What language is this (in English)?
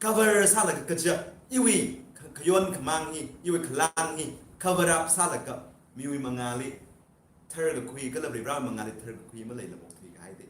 Tangkhul Naga (India)